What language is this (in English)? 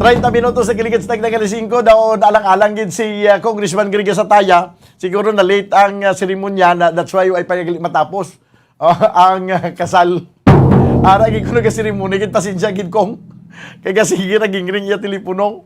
Hiligaynon